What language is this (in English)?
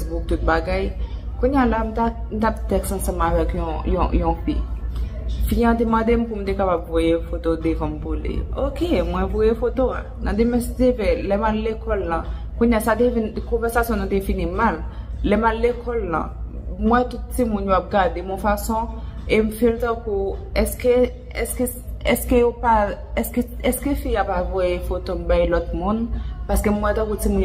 Haitian Creole